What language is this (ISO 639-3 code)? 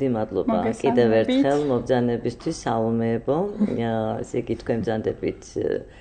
kat